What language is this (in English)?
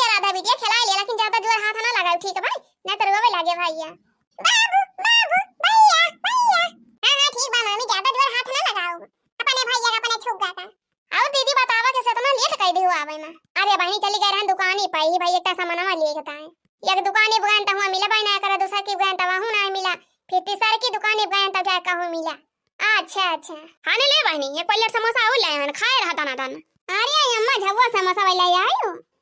Awadhi